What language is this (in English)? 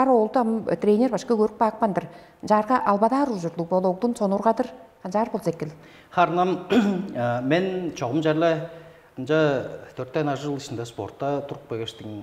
Tuvinian